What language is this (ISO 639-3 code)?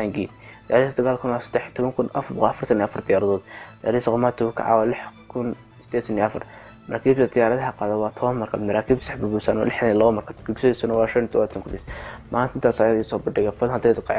som